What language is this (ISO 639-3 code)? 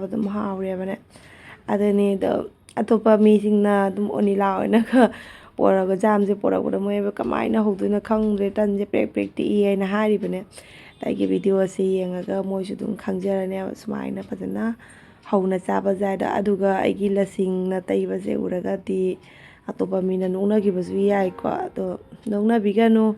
mni